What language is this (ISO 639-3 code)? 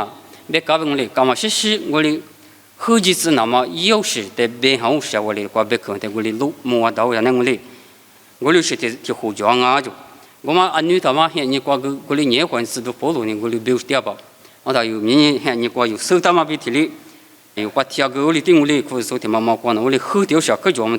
lis